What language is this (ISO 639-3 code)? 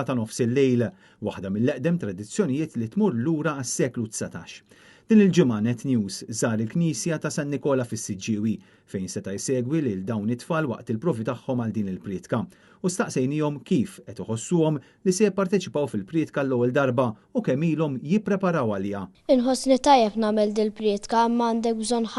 mlt